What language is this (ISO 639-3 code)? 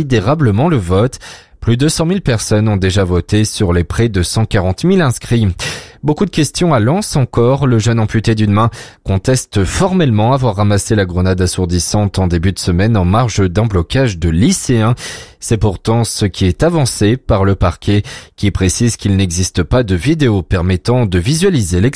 fra